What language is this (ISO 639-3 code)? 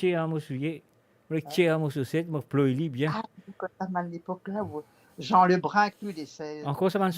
mfe